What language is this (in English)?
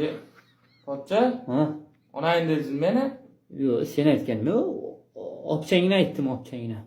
Uzbek